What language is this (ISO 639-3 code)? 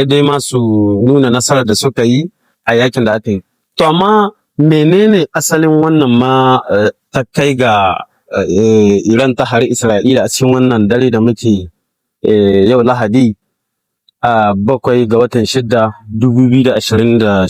hau